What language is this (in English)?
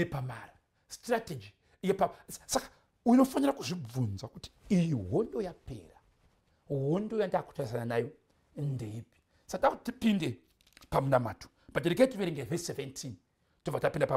Shona